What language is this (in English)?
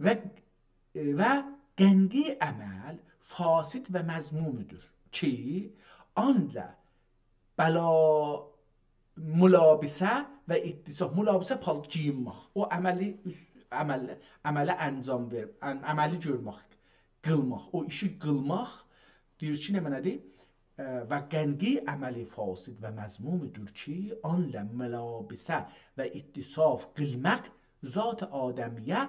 South Azerbaijani